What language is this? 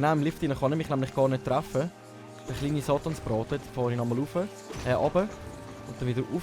Swiss German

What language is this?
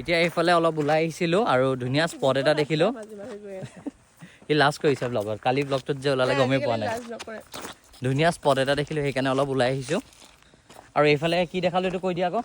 Assamese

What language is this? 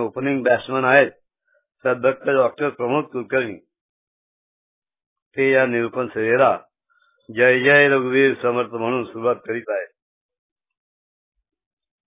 Marathi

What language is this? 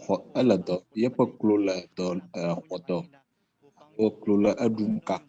Ewe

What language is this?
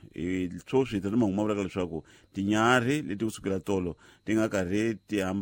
Tsonga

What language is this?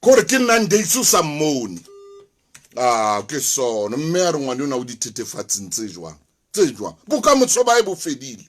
Southern Sotho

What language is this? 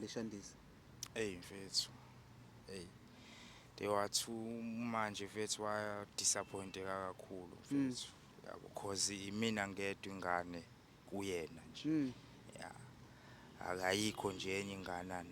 Zulu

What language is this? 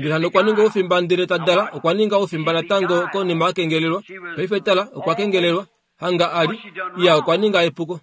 Kuanyama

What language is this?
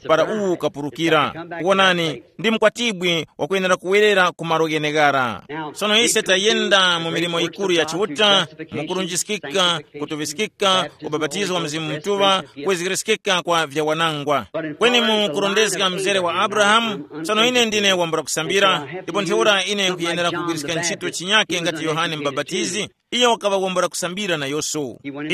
Tumbuka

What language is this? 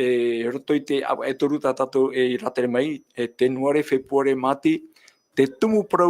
Tahitian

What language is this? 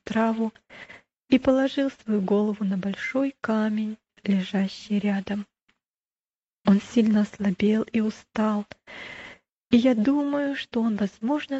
Russian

